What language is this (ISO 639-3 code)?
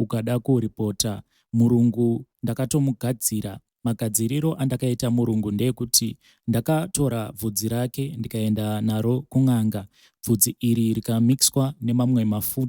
sna